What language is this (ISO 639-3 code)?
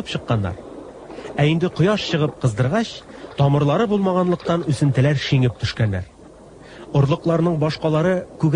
tat